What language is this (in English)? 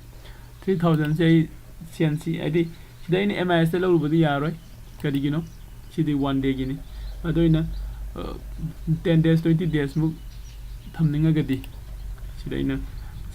Manipuri